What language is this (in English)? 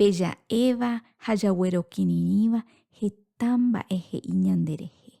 Guarani